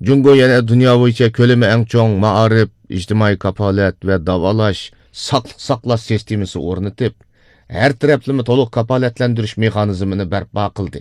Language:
Uyghur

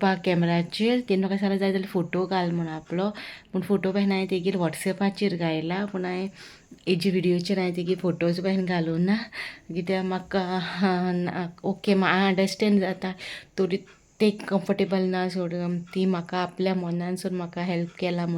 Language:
Konkani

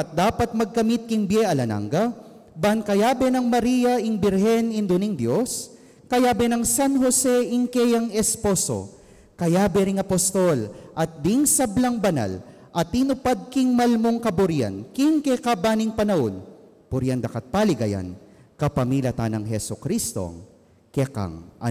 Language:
Pampanga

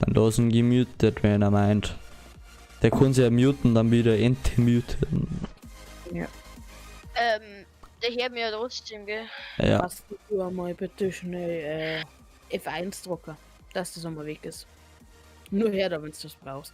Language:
Bavarian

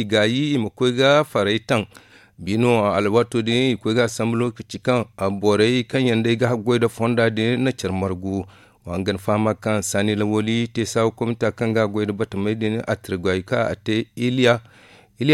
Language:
Zarma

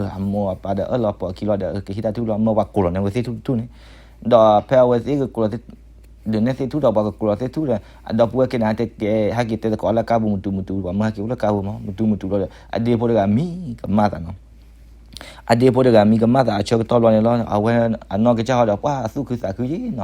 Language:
S'gaw Karen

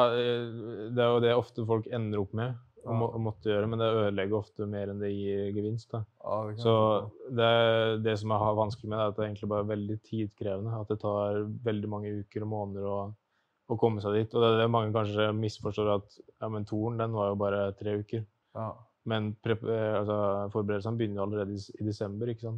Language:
Norwegian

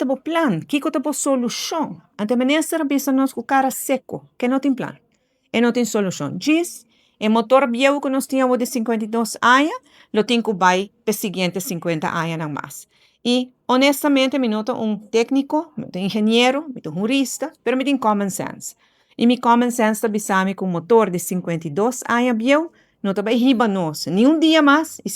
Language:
Papiamento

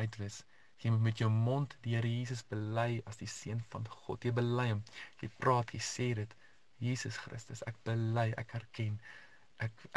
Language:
Afrikaans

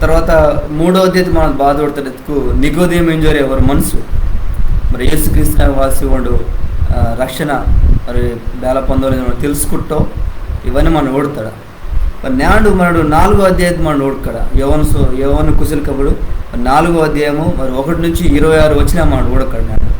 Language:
Koya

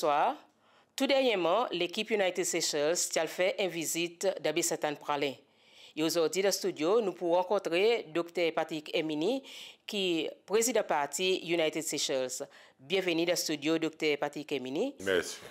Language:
Seselwa Creole French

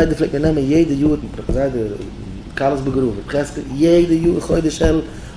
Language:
Yiddish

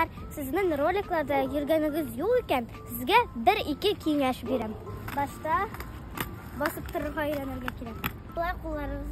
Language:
Tatar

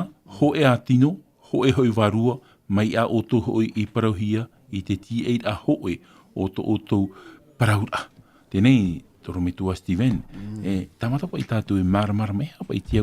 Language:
Tahitian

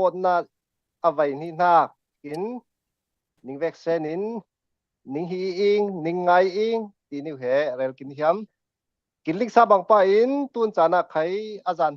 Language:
Falam Chin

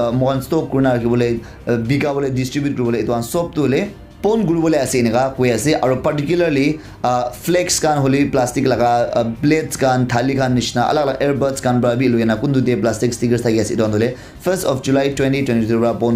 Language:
Naga Pidgin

